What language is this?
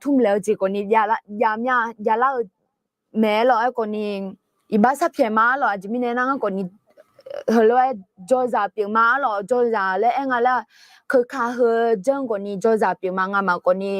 Akha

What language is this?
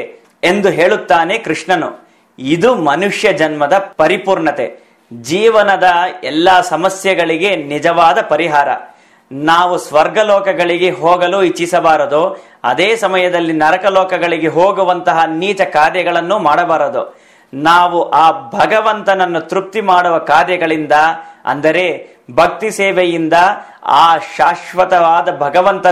Kannada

